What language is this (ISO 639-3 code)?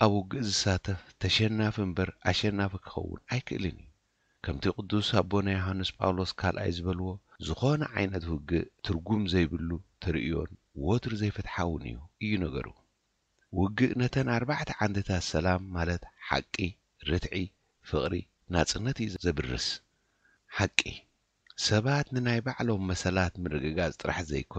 tir